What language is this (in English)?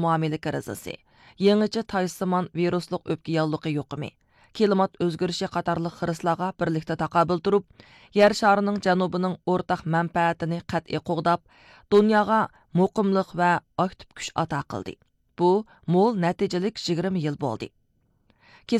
Uyghur